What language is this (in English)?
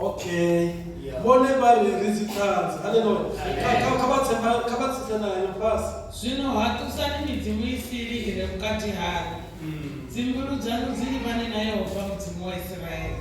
Venda